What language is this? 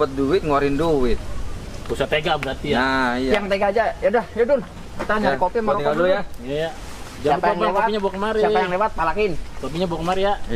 Betawi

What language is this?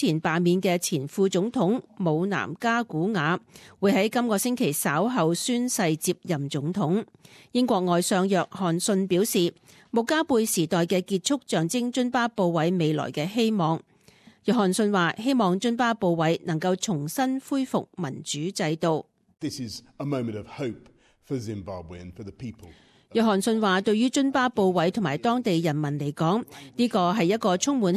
Cantonese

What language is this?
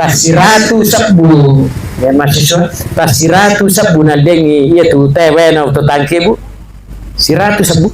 Buginese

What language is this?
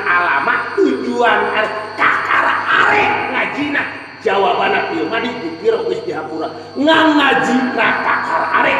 Sundanese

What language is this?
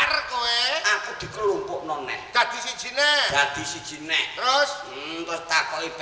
Javanese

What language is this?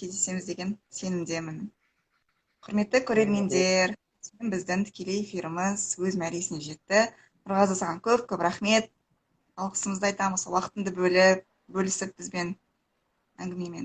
Kazakh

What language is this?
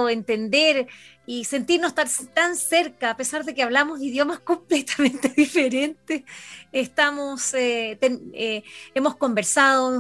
Spanish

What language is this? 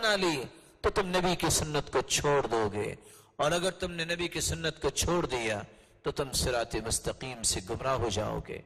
Urdu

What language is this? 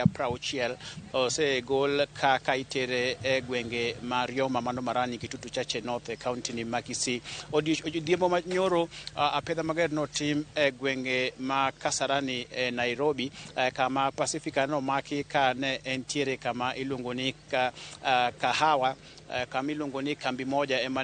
Luo (Kenya and Tanzania)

